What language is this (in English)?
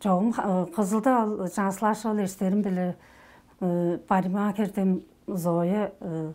Tuvinian